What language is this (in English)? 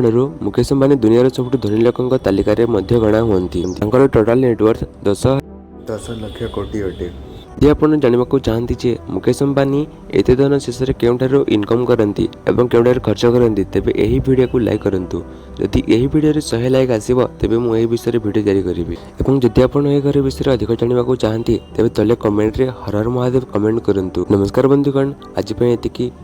Odia